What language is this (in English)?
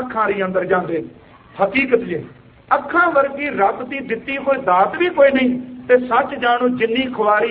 Punjabi